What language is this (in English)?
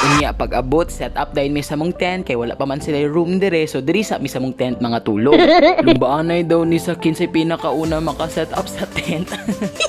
Cebuano